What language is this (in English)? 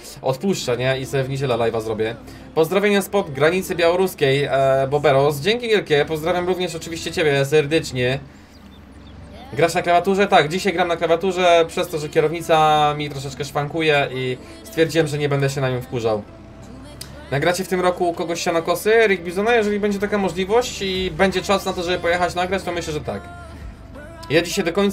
Polish